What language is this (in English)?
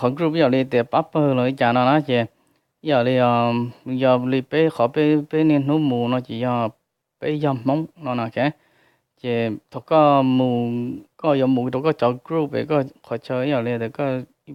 Hmong